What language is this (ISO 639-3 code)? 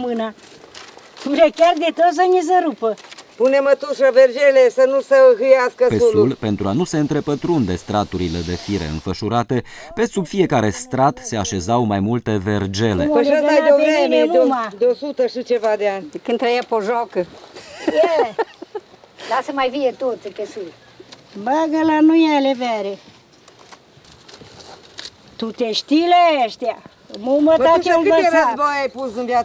ron